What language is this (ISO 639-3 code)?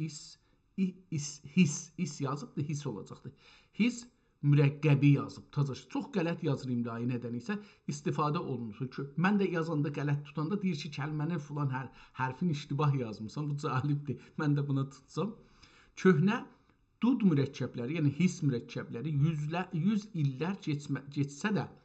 azb